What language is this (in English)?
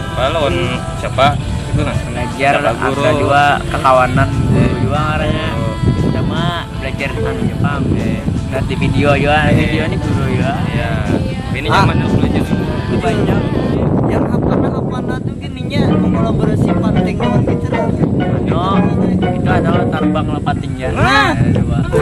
Banjar